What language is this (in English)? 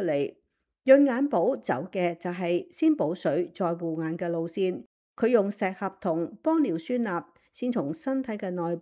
Cantonese